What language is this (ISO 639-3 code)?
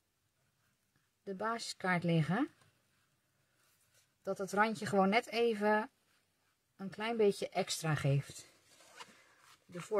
nld